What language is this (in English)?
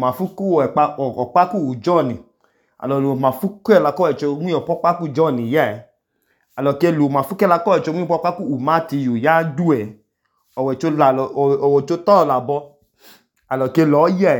Idoma